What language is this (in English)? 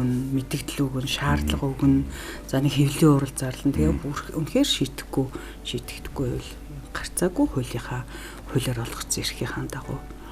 Mongolian